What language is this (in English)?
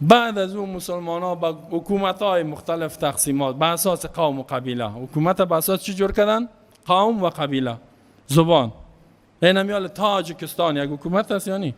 Persian